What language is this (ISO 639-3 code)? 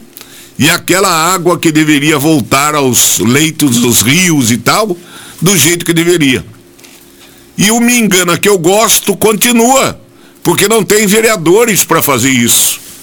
por